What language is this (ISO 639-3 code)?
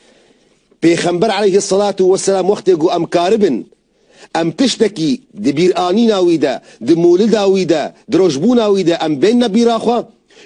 kur